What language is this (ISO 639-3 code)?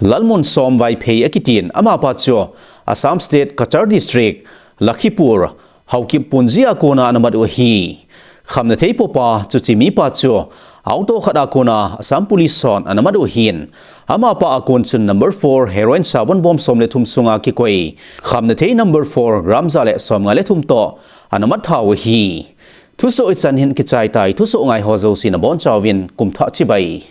tcz